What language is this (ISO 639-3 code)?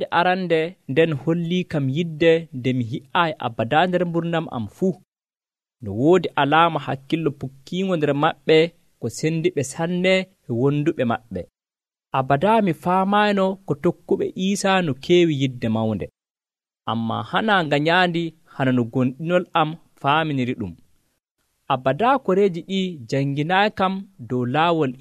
fuv